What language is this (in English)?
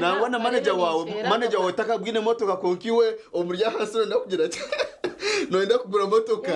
Nyankole